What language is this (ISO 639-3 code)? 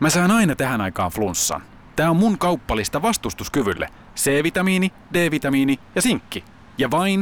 fin